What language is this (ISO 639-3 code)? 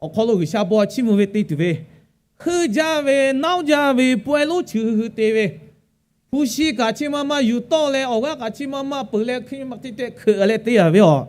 lhu